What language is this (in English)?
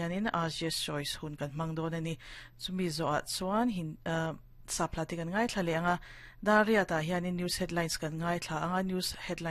Mizo